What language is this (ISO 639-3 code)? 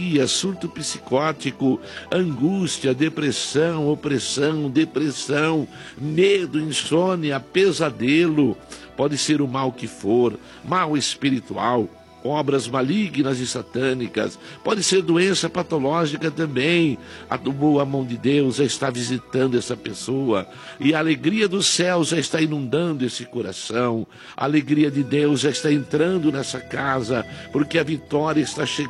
por